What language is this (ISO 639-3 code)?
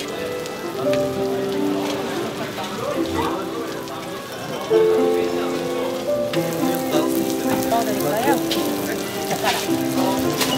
kor